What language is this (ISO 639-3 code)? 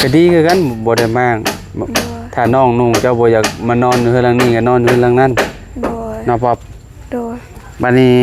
lao